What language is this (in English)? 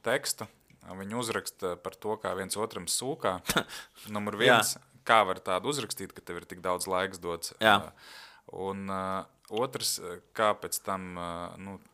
Latvian